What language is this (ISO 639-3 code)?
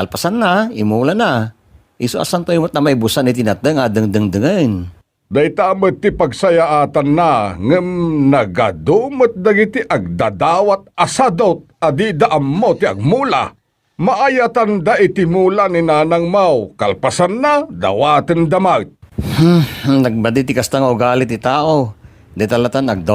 ilo